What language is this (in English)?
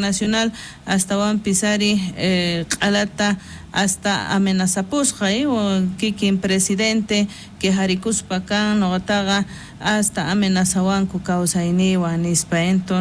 South Bolivian Quechua